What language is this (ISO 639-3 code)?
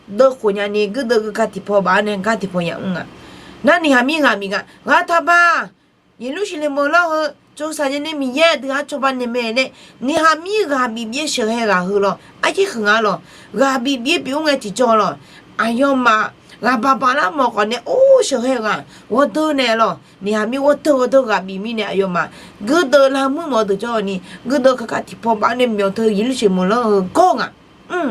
ahk